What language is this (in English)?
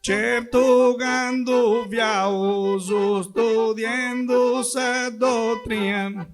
Sardinian